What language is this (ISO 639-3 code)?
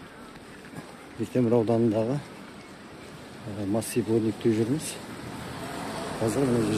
kaz